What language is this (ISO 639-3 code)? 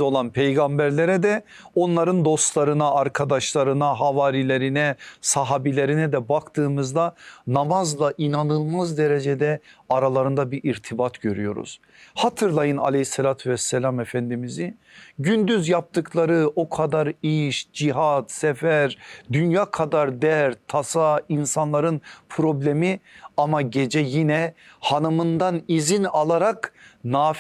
tur